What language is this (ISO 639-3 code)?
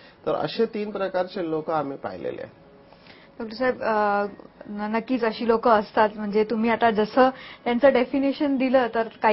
mar